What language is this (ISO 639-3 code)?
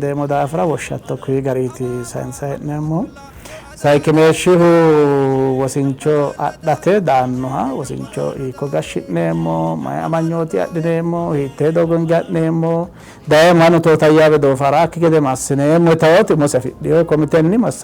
sid